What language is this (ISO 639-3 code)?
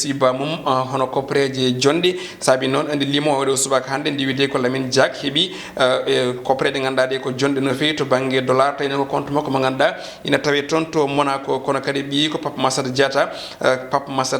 ful